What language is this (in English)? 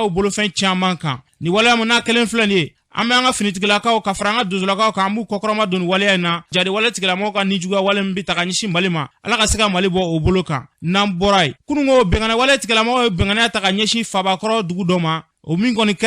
Bambara